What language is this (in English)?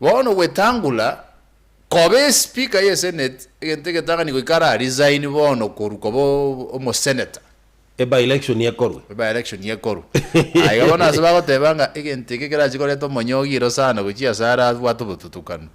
Gusii